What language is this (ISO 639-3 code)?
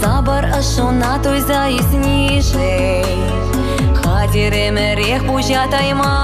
chv